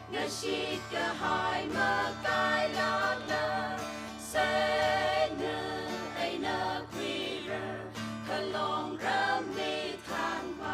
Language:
Tangkhul Naga (India)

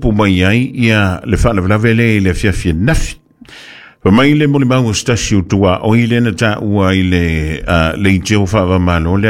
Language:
Samoan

